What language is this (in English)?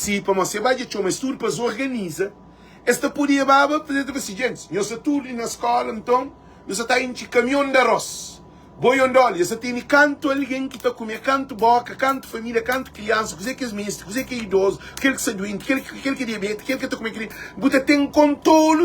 Kabuverdianu